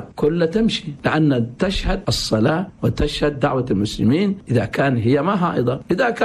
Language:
Chadian Arabic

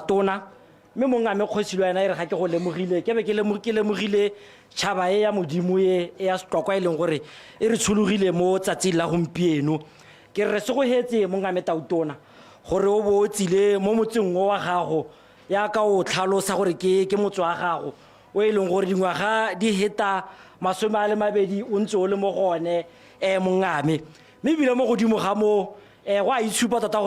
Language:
Tswana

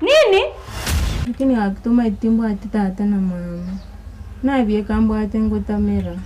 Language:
Gusii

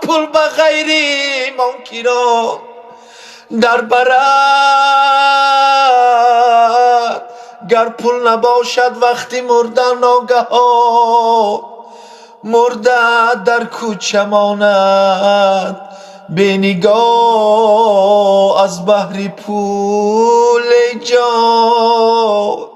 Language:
Tajik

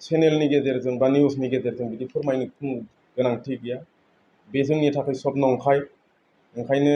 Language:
Bodo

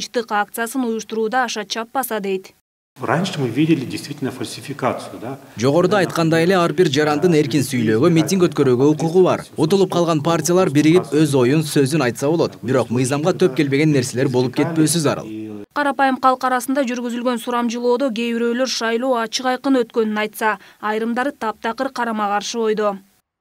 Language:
Kyrgyz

